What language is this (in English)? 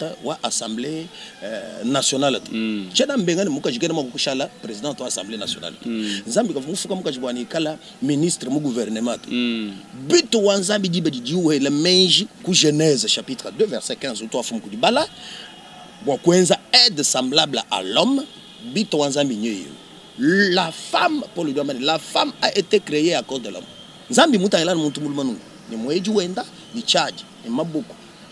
Luba-Lulua